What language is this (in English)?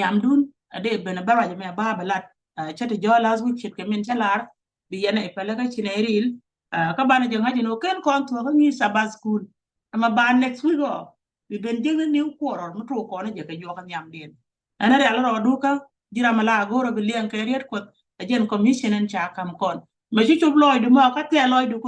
Nuer